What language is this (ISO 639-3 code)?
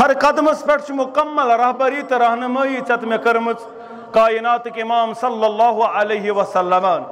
kas